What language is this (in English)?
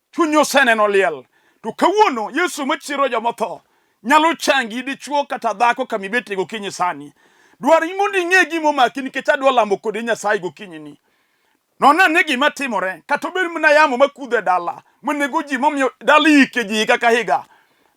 Luo (Kenya and Tanzania)